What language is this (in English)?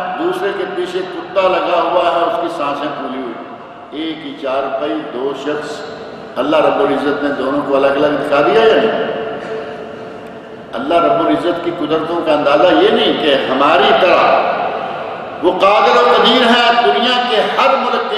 Urdu